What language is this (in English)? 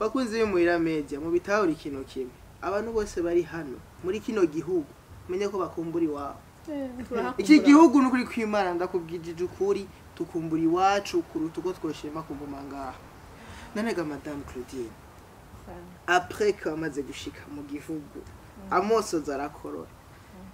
Rundi